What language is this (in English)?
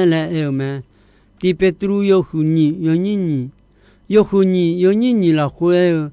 Akha